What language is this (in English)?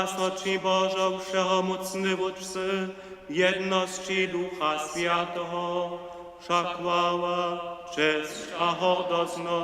Upper Sorbian